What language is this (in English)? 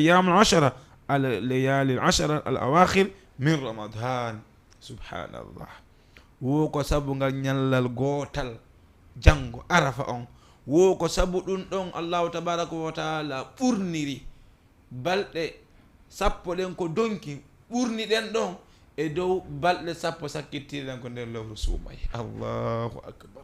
Fula